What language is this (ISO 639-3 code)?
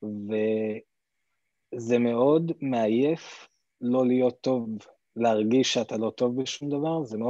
heb